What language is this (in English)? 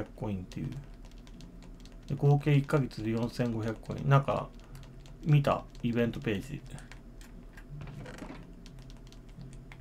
Japanese